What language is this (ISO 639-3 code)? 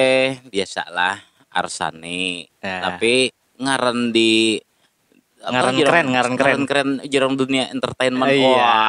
bjn